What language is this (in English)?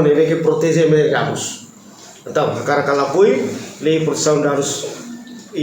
Tetum